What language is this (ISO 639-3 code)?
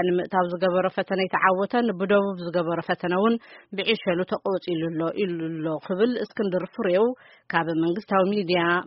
tir